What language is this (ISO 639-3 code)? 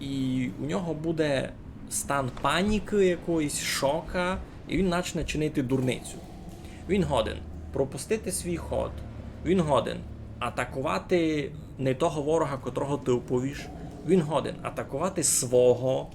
rue